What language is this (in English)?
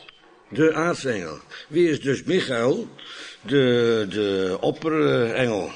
Dutch